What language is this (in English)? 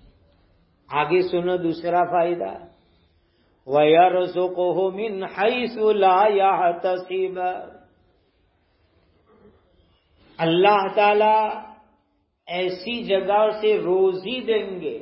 Urdu